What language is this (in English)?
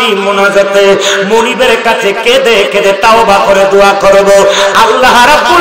Bangla